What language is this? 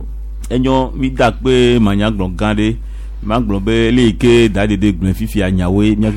Gen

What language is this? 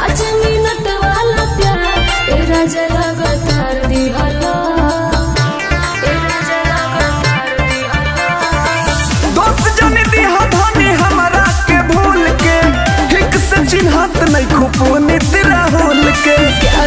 Bhojpuri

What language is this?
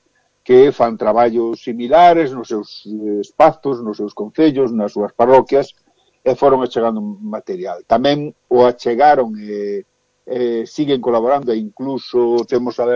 Galician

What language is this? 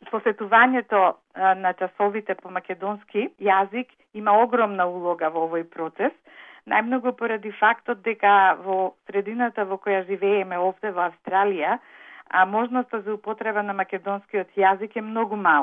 Macedonian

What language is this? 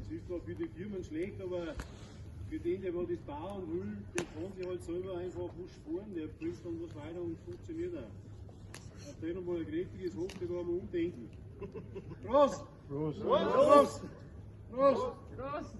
Bavarian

